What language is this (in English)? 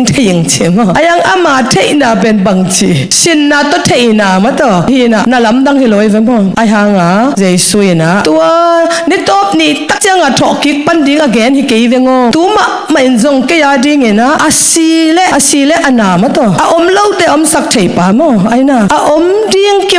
Tedim Chin